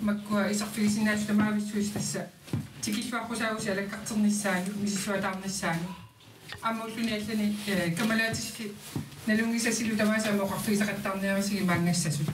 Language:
Kalaallisut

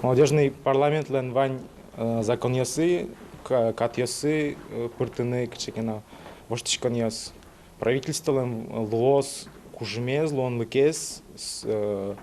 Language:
Udmurt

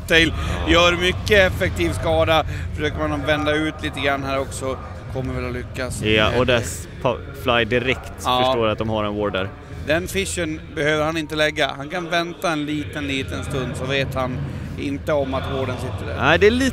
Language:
Swedish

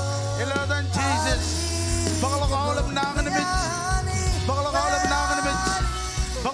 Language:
Marshallese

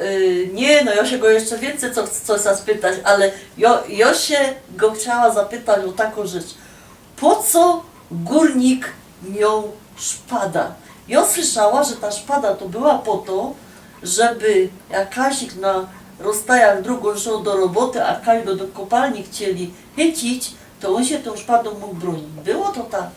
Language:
Silesian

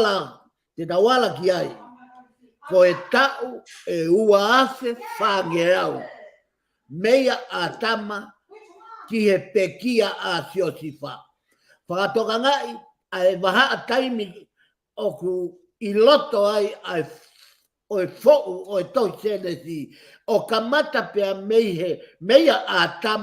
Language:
Tongan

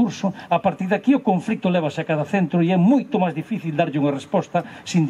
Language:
Galician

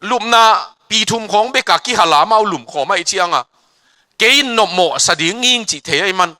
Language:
Tedim Chin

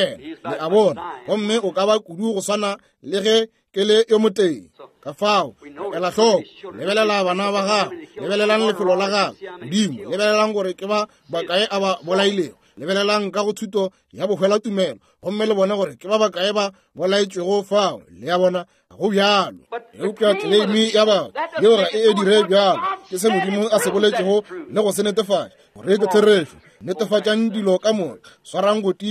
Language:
Northern Sotho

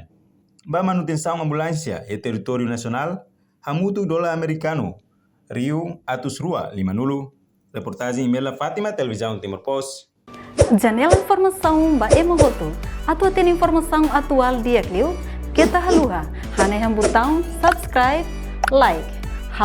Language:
Tetum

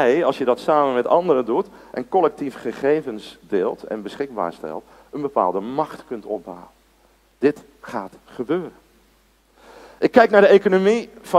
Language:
Dutch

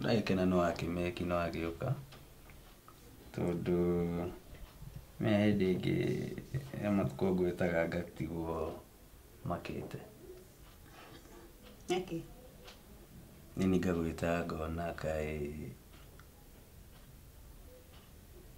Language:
Kikuyu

